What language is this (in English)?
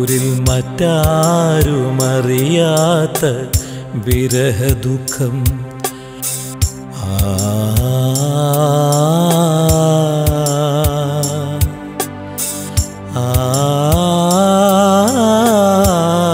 Malayalam